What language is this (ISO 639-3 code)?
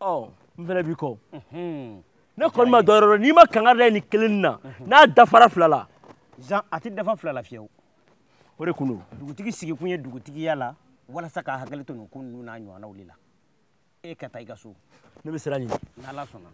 bam